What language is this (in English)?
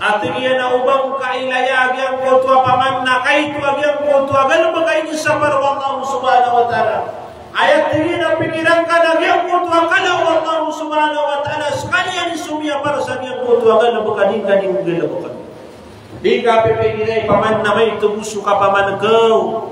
Maranao